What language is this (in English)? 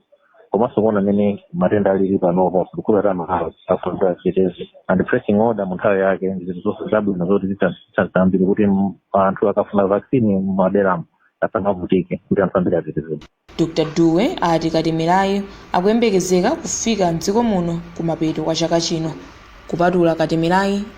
Nyanja